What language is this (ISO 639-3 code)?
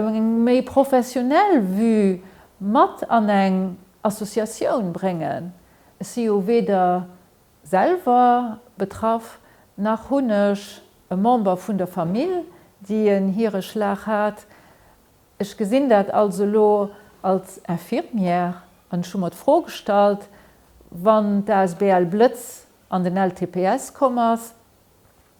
ltz